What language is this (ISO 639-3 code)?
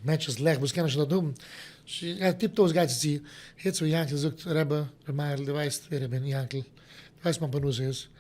yid